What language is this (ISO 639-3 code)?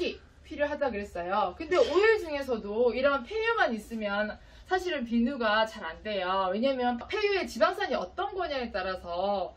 kor